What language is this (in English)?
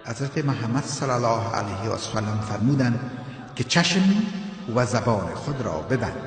Tajik